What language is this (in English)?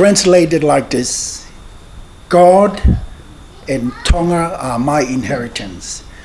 Tongan